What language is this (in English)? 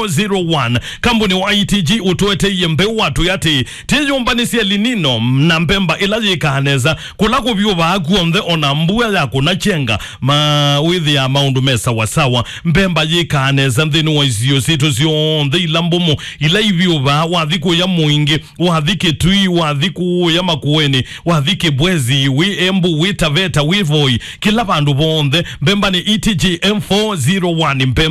Kamba